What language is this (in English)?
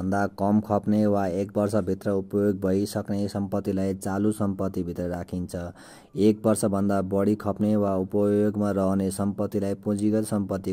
Nepali